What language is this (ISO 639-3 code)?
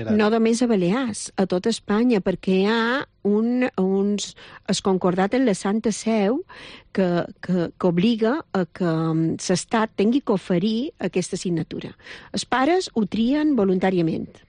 cat